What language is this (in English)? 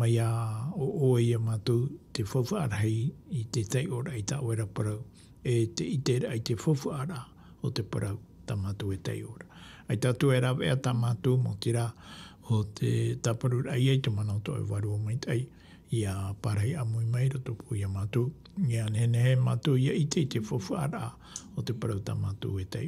Tahitian